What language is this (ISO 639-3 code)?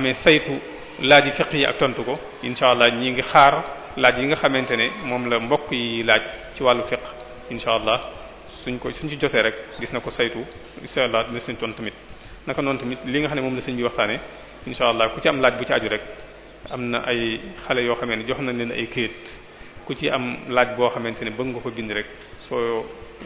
wol